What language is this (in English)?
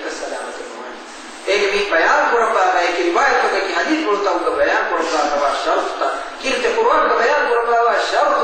Divehi